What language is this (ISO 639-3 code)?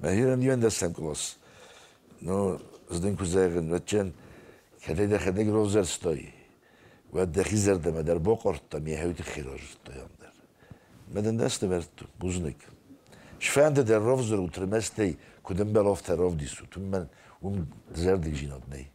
oss